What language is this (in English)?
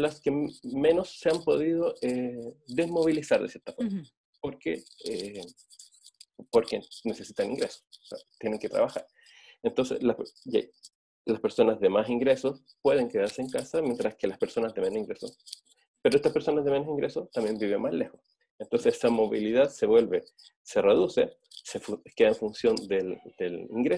Spanish